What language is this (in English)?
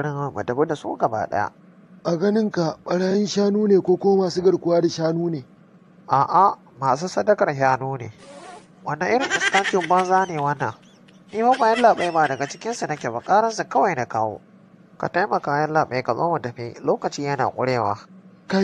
Hausa